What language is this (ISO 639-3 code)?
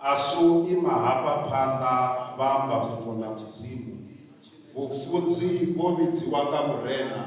ven